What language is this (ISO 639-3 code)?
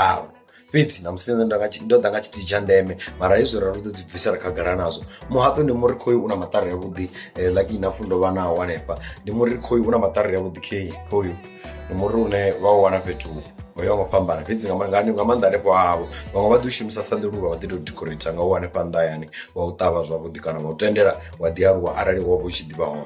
ven